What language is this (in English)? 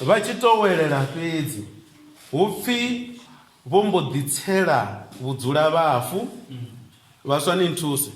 Venda